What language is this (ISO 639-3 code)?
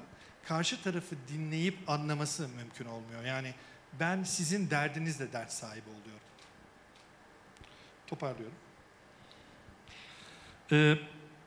tur